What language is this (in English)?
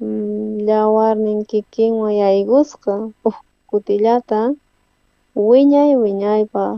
South Bolivian Quechua